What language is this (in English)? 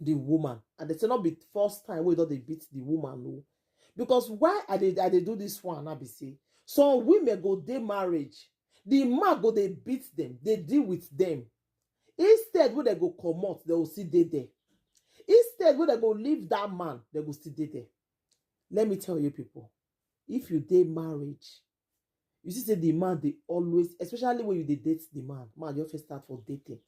Nigerian Pidgin